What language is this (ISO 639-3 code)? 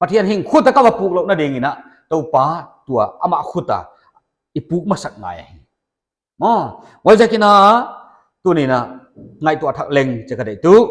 pck